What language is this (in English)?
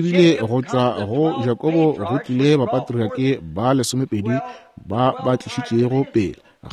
Northern Sotho